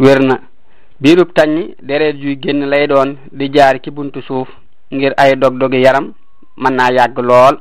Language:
Wolof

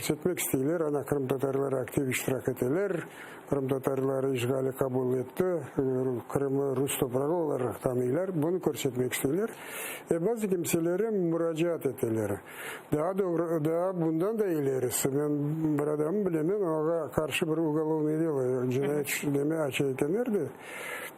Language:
Crimean Tatar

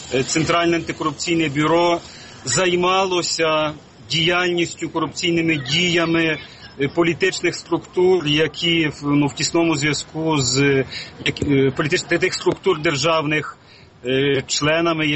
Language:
Ukrainian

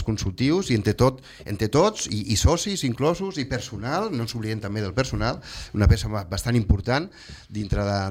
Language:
Catalan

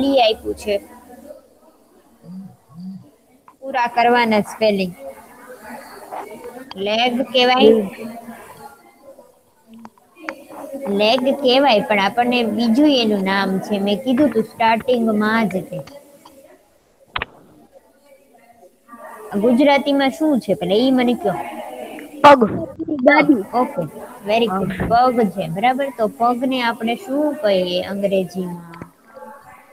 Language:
Gujarati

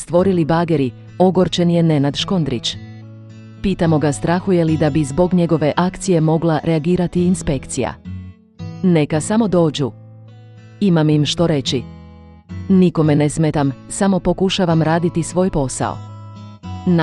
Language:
Croatian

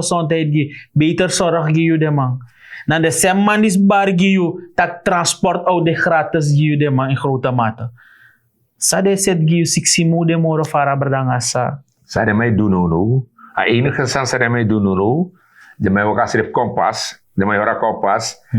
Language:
Sranan Tongo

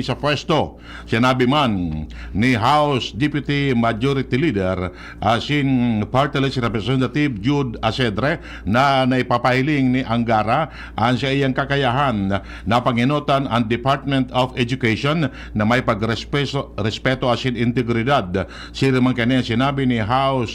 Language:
Bikol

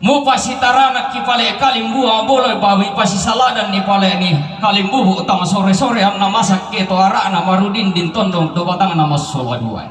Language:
Toraja-Sa'dan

